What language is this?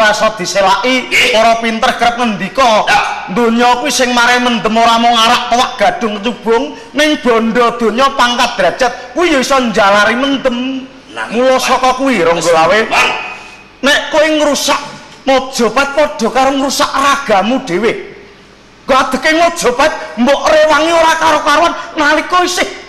Javanese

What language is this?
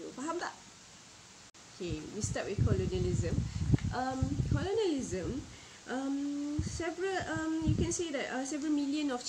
Malay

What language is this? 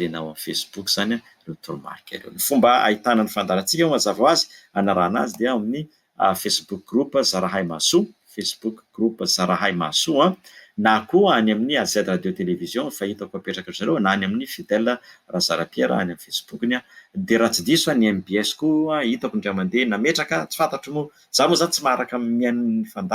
Malagasy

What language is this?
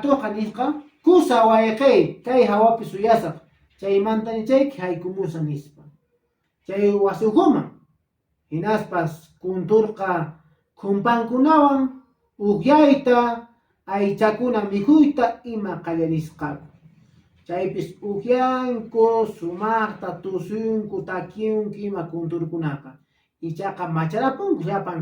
Quechua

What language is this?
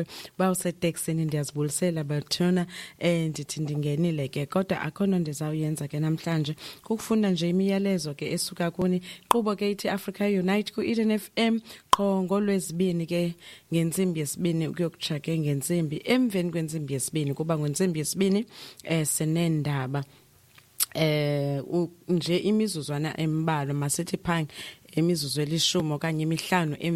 Xhosa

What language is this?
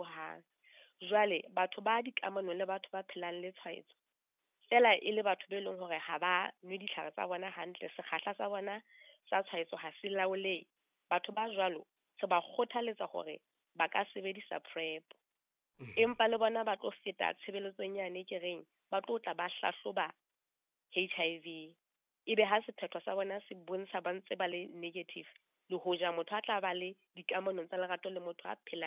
Southern Sotho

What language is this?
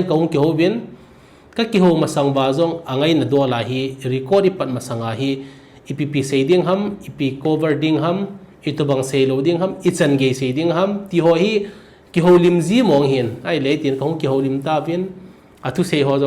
Thado Chin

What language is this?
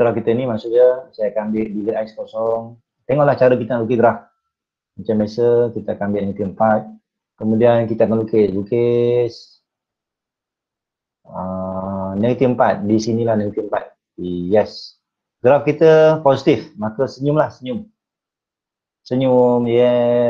Malay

